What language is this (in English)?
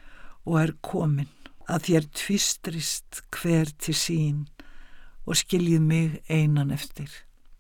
Icelandic